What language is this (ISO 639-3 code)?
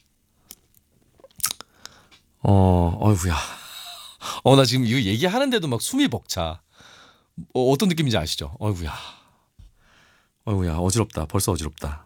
kor